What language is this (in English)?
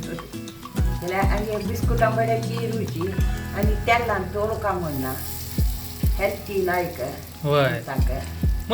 Konkani